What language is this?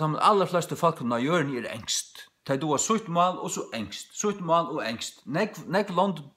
Faroese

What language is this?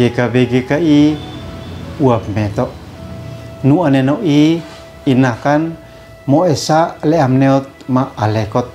Uab Meto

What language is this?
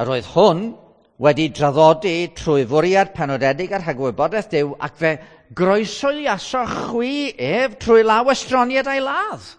Welsh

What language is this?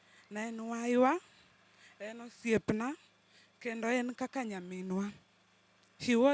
Luo (Kenya and Tanzania)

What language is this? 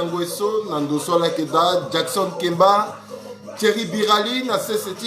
Sango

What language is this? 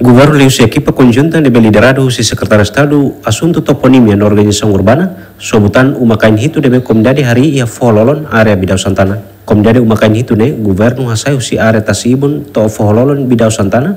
Tetum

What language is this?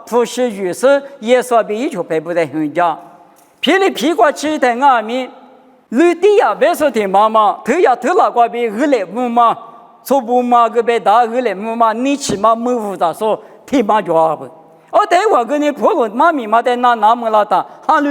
Lisu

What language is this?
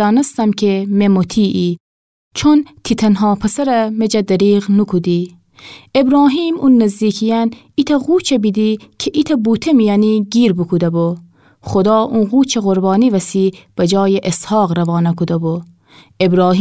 Gilaki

